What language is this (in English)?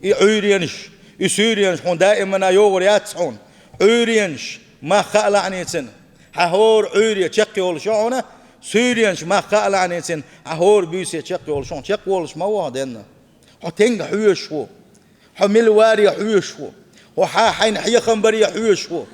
Chechen